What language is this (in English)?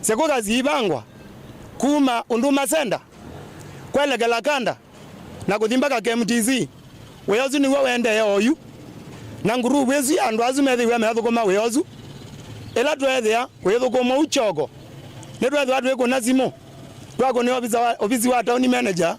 Kamba